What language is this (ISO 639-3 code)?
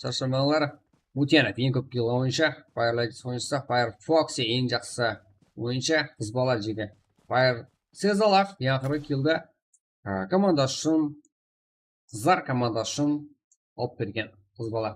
kaa